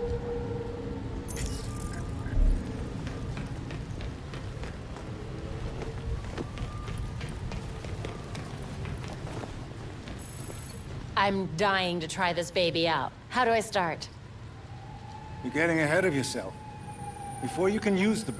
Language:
English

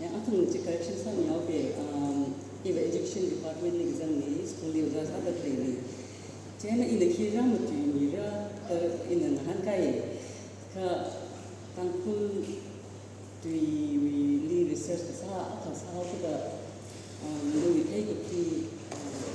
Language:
Tangkhul Naga (India)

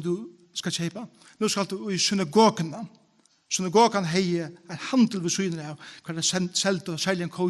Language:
Faroese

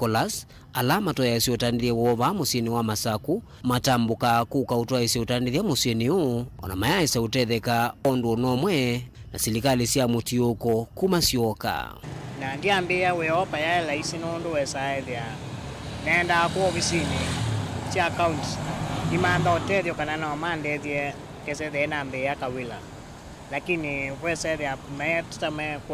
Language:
Kamba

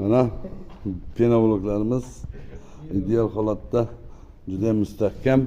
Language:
Uzbek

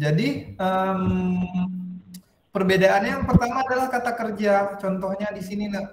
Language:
Indonesian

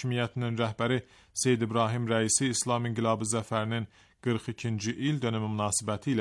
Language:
Azerbaijani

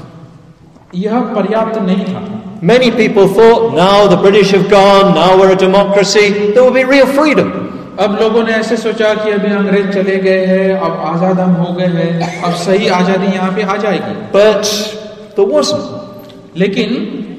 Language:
Hindi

